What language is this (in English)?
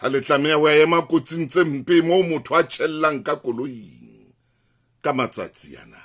Southern Sotho